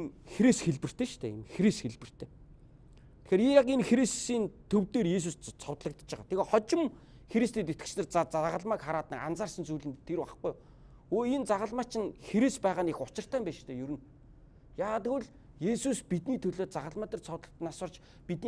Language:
Mongolian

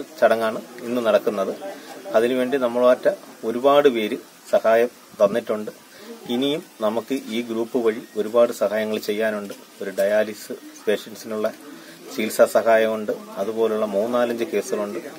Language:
Malayalam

